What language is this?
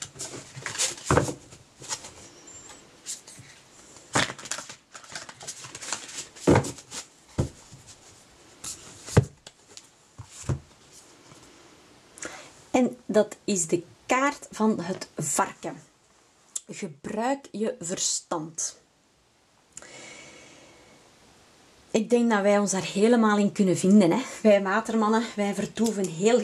Dutch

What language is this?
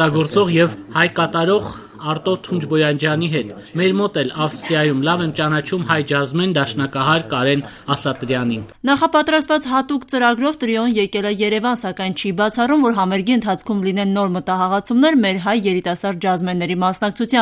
Armenian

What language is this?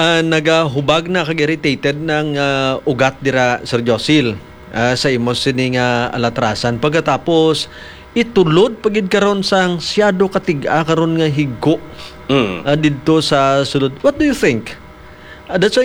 Hiligaynon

